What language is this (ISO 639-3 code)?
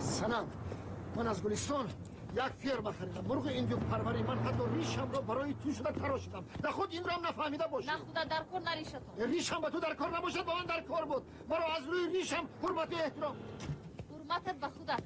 tgk